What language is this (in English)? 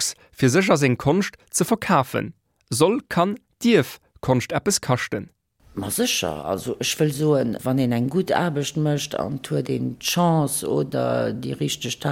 Luxembourgish